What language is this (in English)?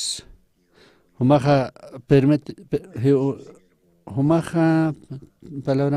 Aymara